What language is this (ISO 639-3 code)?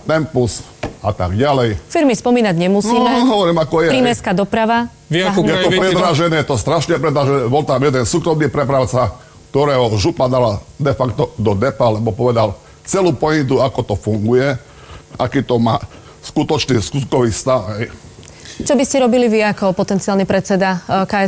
slk